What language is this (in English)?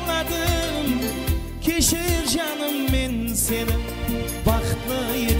Kara-Kalpak